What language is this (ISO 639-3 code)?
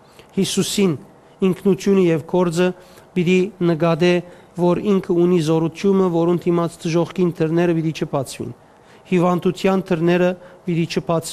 hyw